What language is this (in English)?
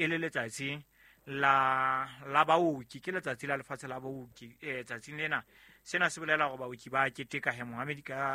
Southern Sotho